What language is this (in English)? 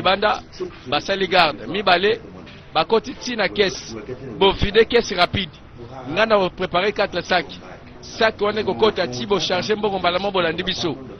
Lingala